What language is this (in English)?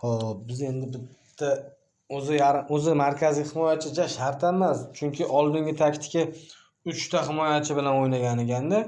Uzbek